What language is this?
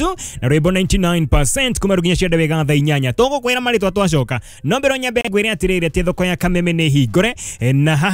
Kikuyu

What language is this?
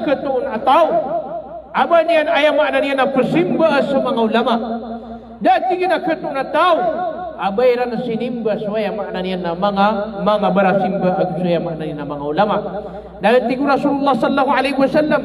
Maranao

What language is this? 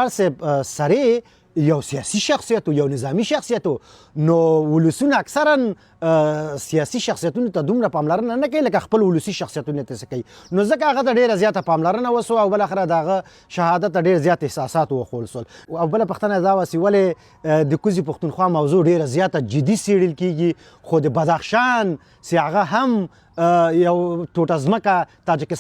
Pashto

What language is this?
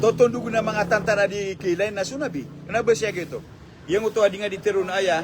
Maranao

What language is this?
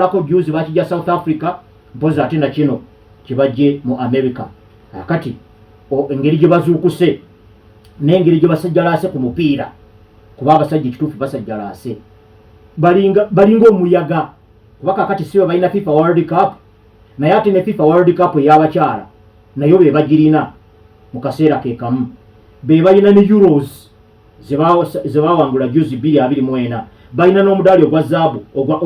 Ganda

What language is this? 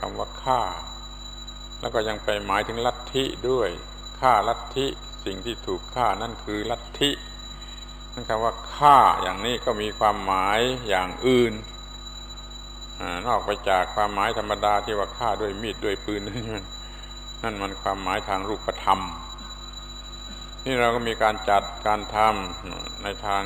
Thai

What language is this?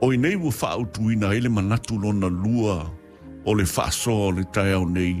Samoan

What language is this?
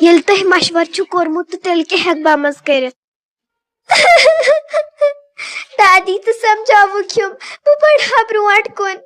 Kashmiri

